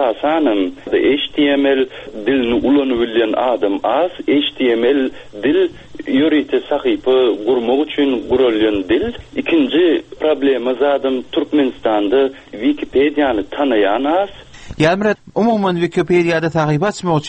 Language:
Turkmen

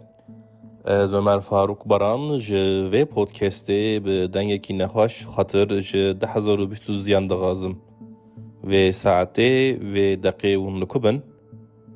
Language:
Kurdish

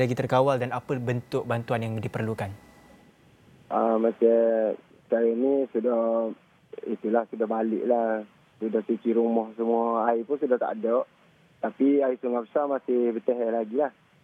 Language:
Malay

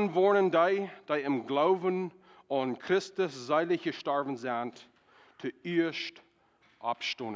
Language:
Plautdietsch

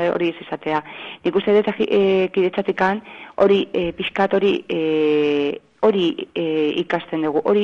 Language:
Basque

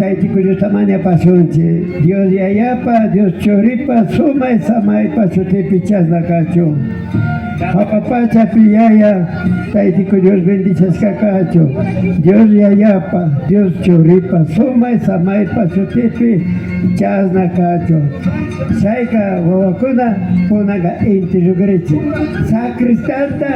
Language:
Imbabura Highland Quichua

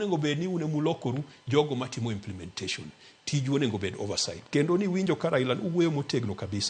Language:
Luo (Kenya and Tanzania)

